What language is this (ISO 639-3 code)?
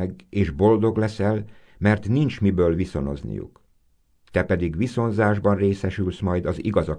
hun